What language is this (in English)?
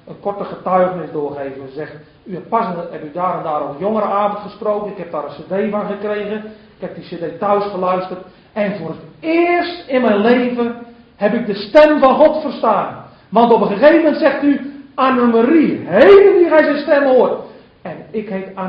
Dutch